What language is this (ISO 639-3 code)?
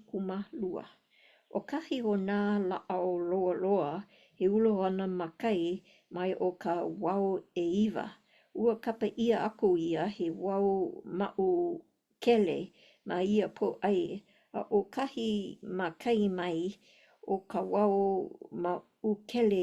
haw